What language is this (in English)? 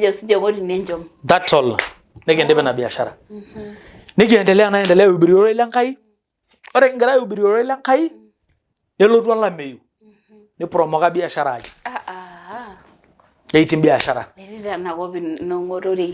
Masai